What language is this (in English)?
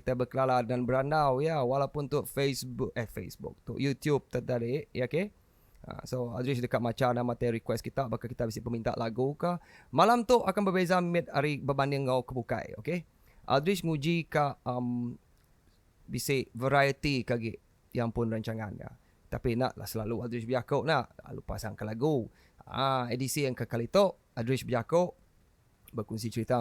Iban